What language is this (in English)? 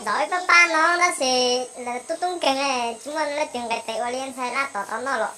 Hmong